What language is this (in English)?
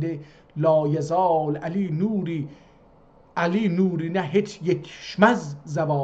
South Azerbaijani